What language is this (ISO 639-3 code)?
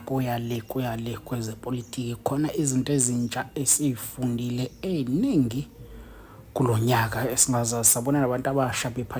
zul